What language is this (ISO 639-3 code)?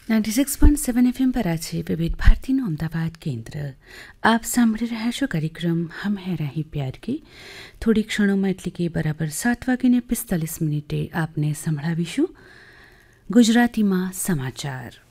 guj